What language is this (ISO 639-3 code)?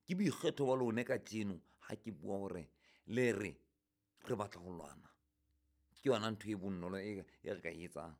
sot